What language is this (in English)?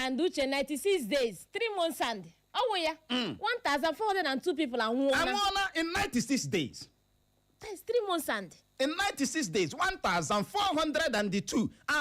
Igbo